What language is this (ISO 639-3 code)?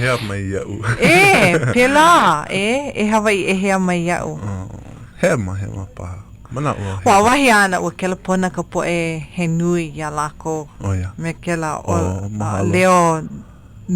haw